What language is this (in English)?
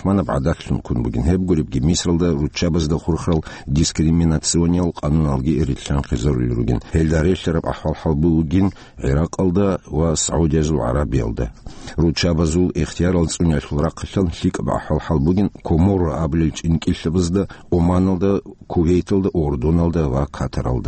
Avaric